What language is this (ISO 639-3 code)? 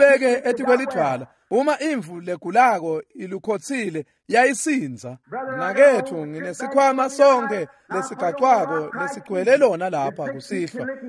ssw